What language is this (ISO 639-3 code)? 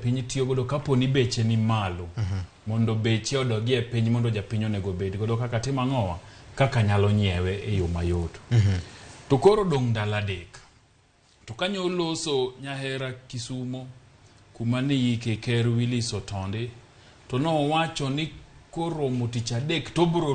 luo